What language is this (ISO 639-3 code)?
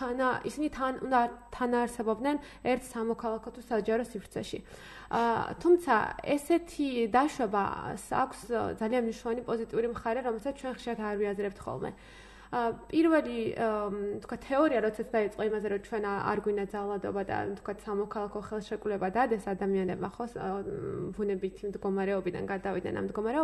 kat